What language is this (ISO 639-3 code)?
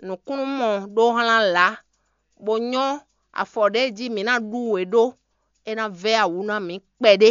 fon